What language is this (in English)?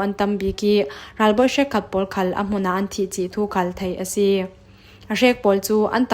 Falam Chin